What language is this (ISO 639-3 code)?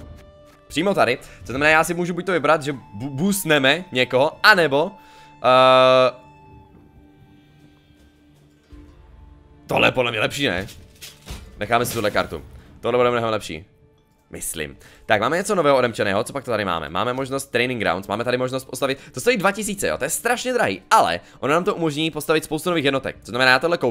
ces